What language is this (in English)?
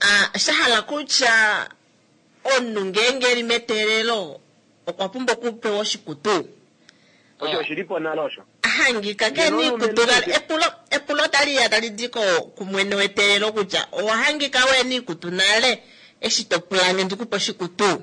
Kuanyama